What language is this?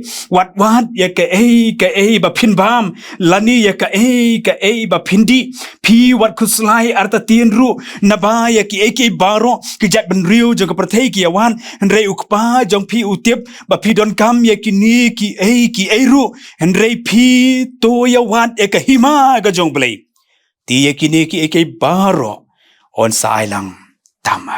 Khasi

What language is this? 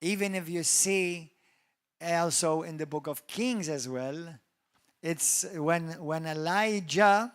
English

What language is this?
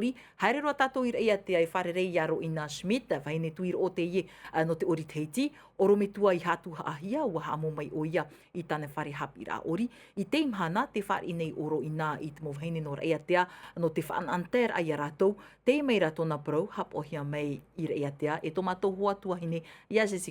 Tahitian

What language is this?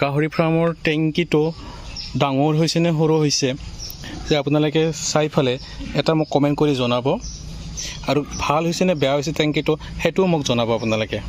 Assamese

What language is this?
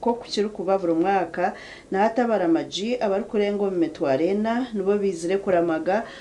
Nyankole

